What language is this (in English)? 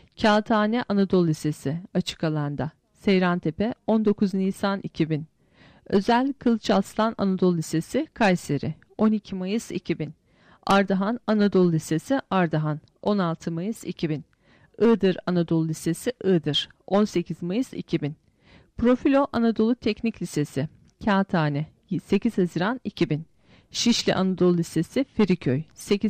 Turkish